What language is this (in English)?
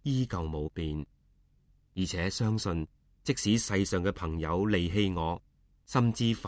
Cantonese